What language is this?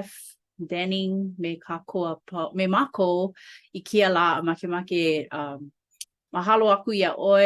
Hawaiian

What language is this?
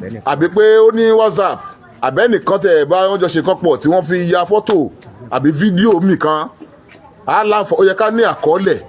Yoruba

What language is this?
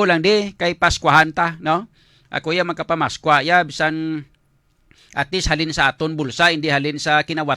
Hiligaynon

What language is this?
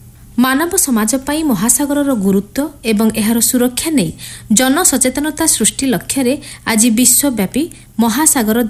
Odia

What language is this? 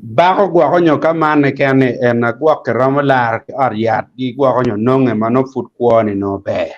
Acoli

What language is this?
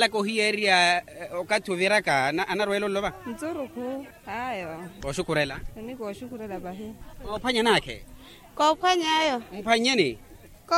Makhuwa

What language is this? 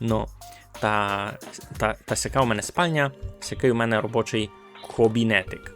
Rusyn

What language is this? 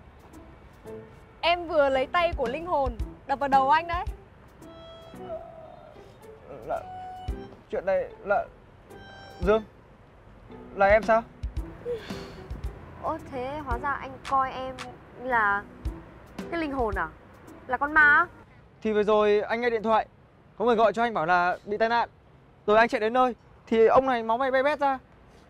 Vietnamese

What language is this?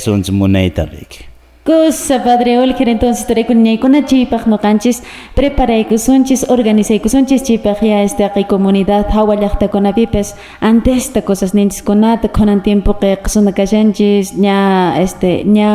Quechua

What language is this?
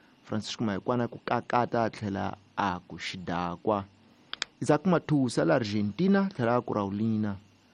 Tsonga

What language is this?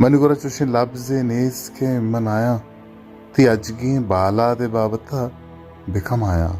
Baluchi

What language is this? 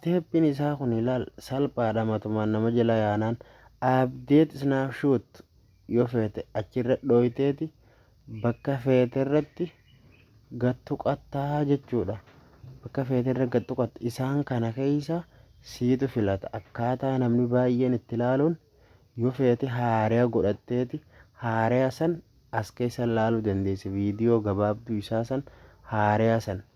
Oromo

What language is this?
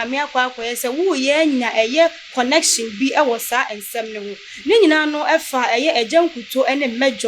Akan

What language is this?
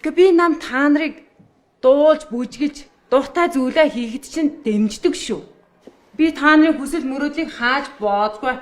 Mongolian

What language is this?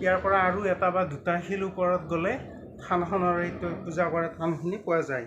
Assamese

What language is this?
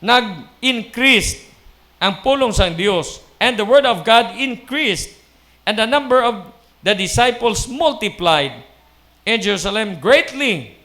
Hiligaynon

